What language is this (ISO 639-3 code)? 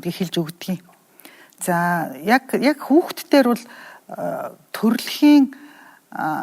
mon